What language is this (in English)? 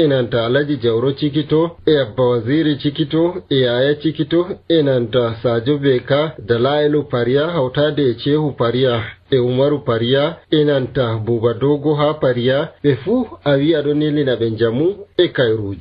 Nigerian Fulfulde